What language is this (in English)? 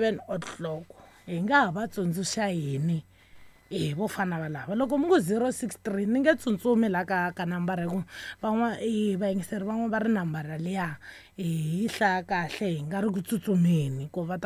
Tsonga